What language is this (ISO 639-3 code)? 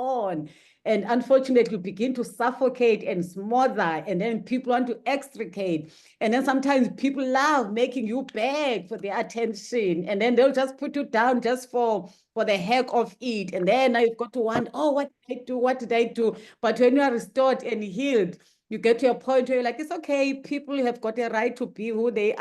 eng